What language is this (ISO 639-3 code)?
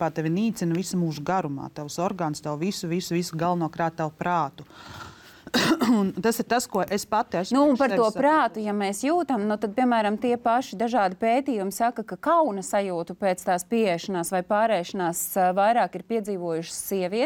lav